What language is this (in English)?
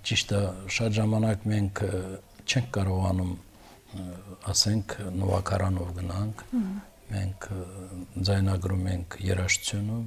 Armenian